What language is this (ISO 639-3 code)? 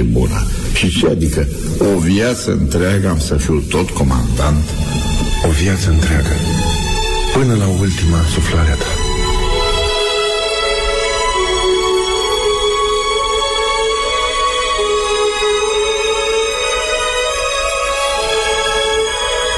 ron